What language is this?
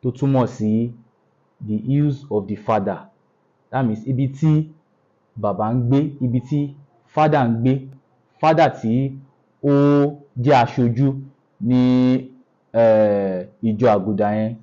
Yoruba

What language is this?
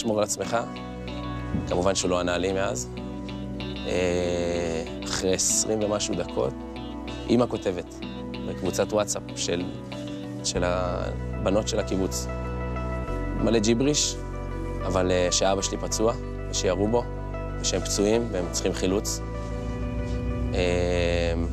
Hebrew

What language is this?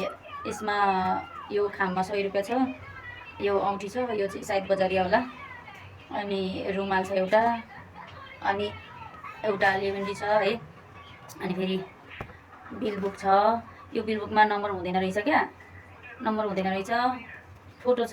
Nepali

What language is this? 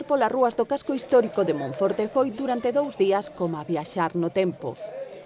Galician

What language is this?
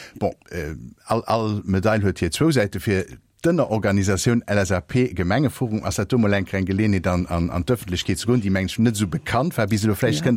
Luxembourgish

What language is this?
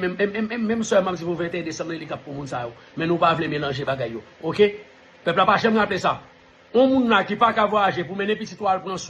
Haitian Creole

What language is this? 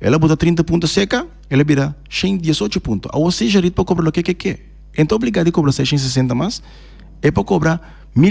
Papiamento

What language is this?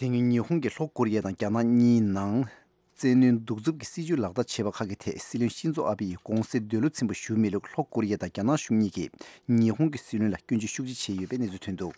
Tibetan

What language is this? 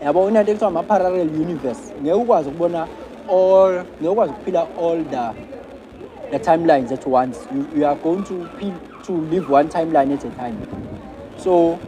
Zulu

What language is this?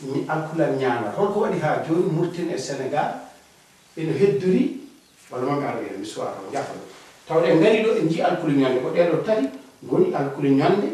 Fula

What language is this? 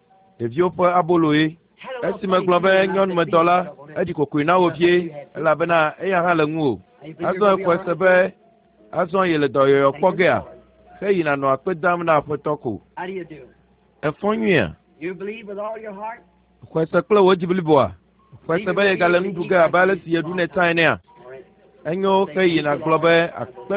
Ewe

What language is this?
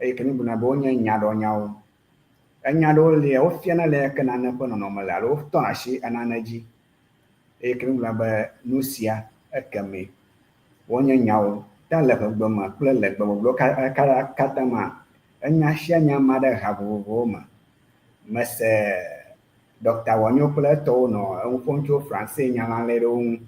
Ewe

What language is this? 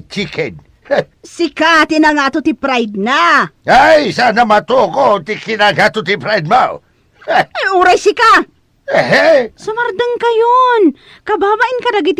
Iloko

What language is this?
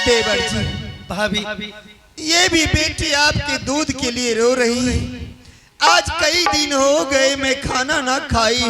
Angika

